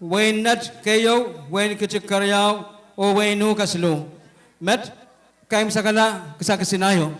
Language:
Pohnpeian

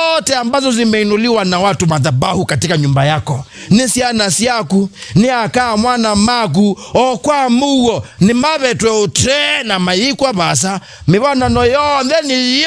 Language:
Kamba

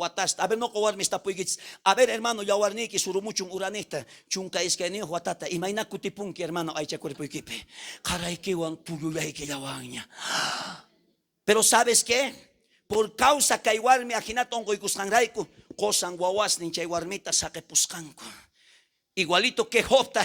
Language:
South Bolivian Quechua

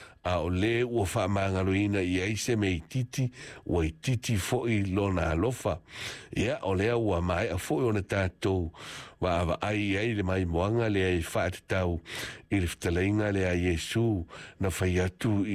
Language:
Samoan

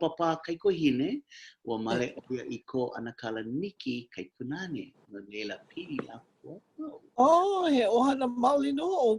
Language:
Hawaiian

